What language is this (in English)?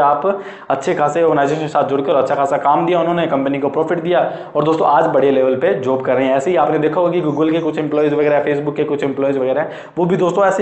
Hindi